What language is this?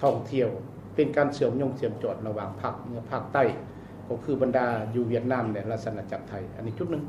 Lao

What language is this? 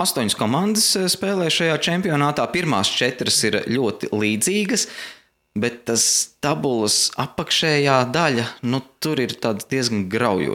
Latvian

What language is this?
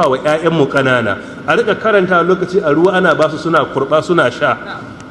Hausa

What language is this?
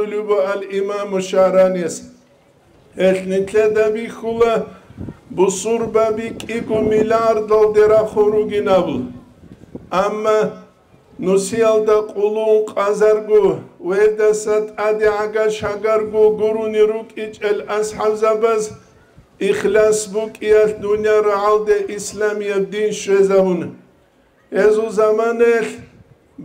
Avaric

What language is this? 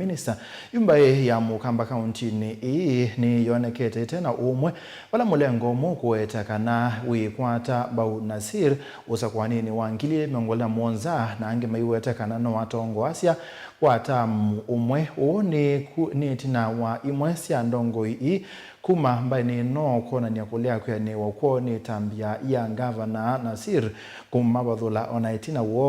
Kamba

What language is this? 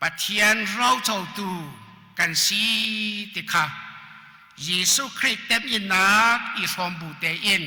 Hakha Chin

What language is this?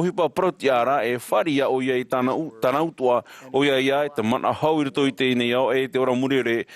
Tahitian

